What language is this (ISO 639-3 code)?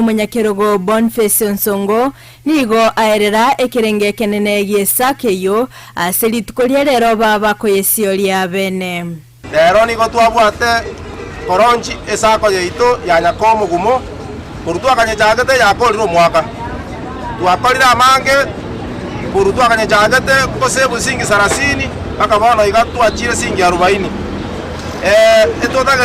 guz